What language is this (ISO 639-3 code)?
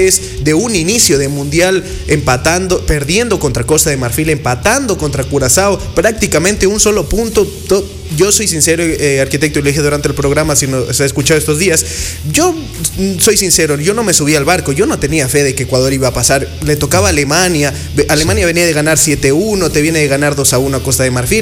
spa